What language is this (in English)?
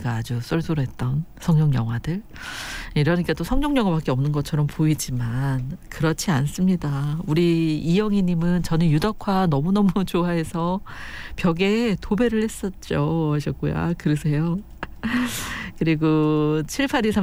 Korean